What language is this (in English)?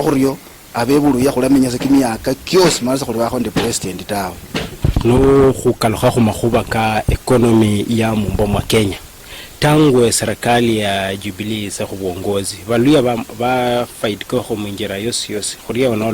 Luyia